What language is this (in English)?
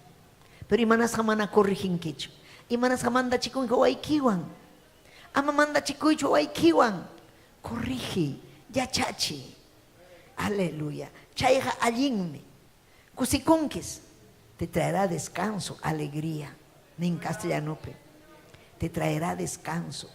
Ayacucho Quechua